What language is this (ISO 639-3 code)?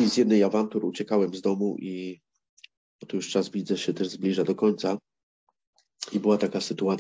pol